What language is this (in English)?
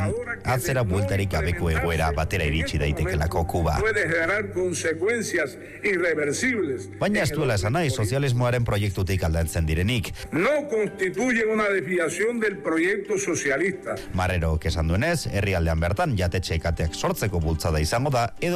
Basque